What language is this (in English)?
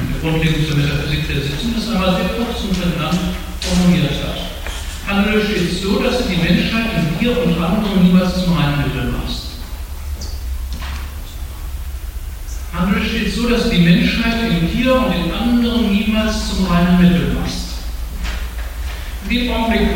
German